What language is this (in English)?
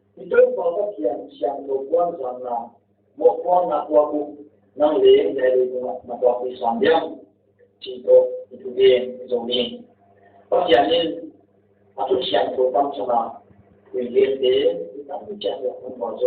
Paite Chin